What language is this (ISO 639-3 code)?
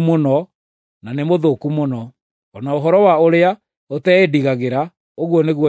kik